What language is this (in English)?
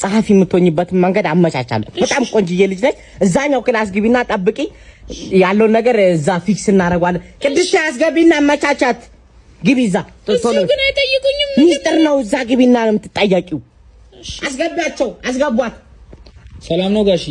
Amharic